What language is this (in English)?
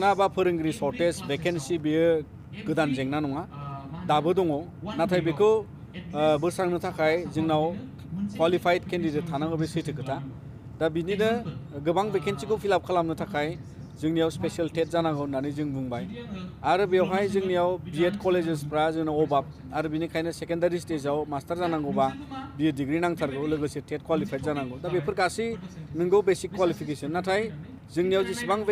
Bodo